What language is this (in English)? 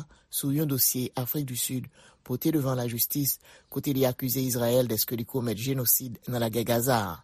Haitian Creole